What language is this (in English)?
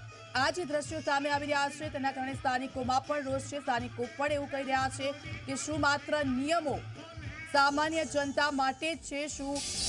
Gujarati